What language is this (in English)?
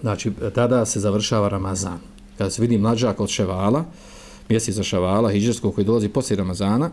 Bosnian